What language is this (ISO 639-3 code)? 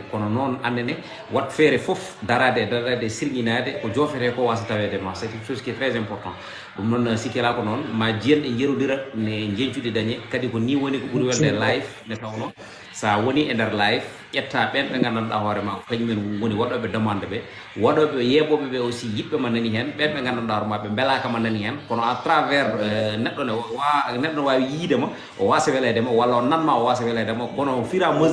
ful